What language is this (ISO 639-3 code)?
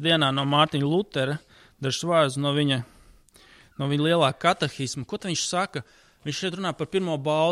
lav